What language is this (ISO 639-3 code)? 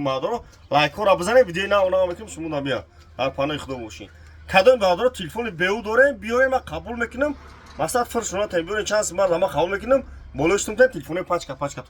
tgk